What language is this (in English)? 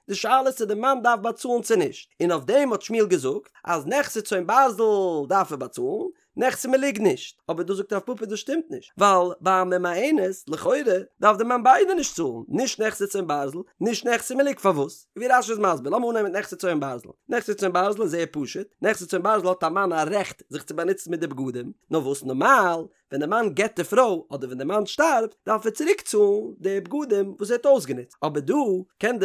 Yiddish